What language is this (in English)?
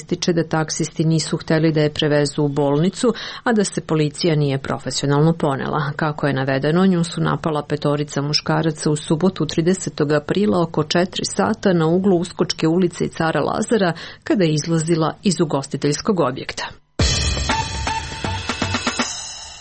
Serbian